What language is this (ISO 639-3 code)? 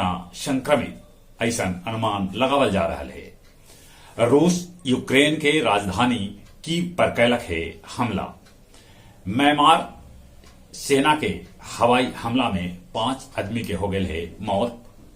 mag